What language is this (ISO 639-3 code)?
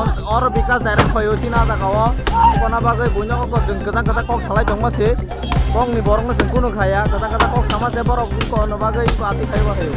trp